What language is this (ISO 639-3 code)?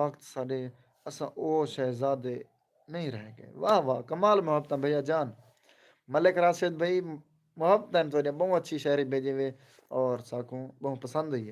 skr